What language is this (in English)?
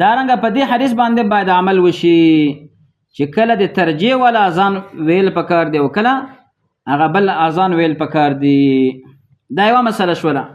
Pashto